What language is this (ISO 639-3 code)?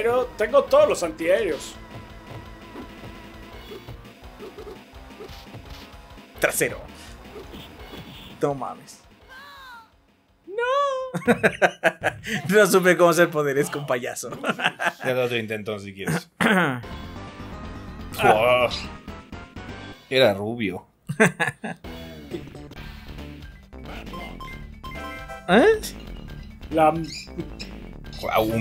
spa